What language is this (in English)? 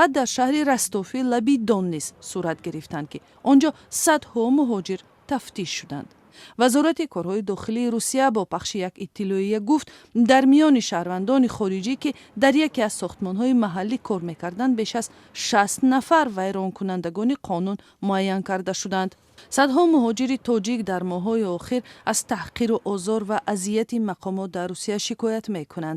Tajik